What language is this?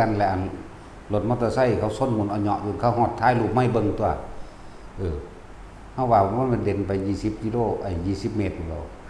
Northeastern Thai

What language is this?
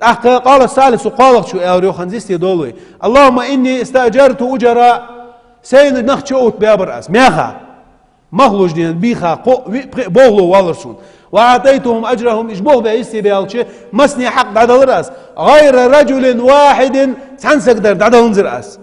Ingush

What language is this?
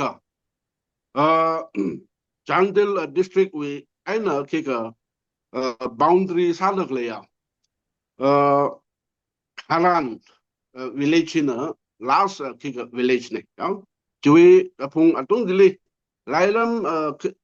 Tangkhul Naga (India)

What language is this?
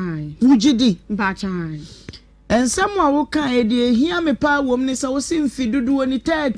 Akan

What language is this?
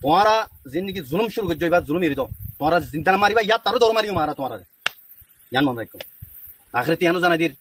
Rohingya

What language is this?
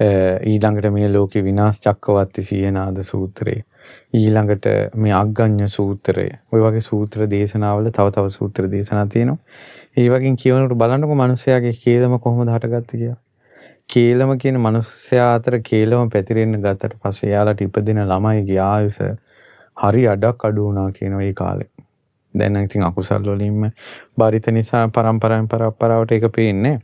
Sinhala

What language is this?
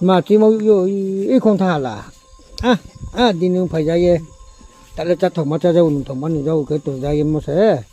Riang (India)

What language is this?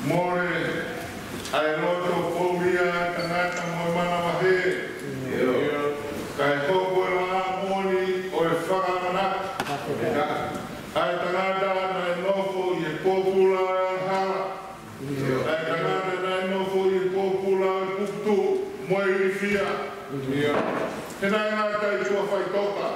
Tongan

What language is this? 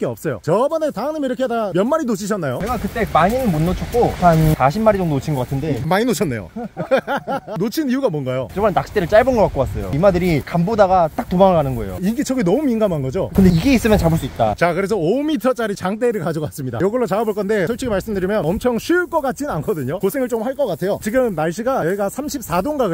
Korean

